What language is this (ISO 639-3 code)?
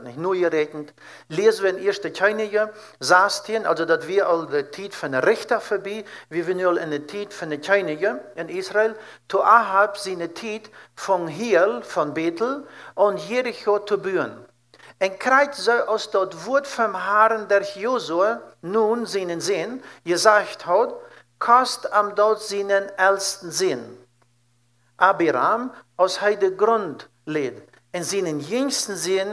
pdt